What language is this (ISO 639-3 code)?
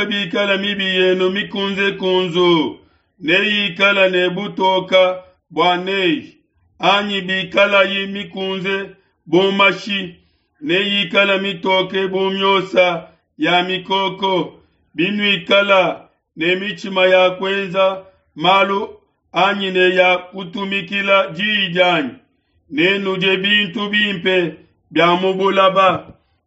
lua